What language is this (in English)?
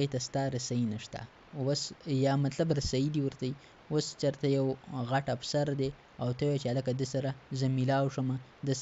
Pashto